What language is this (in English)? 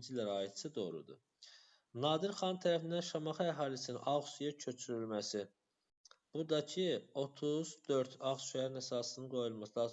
Azerbaijani